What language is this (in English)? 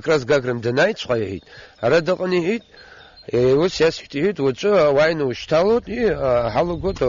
Abkhazian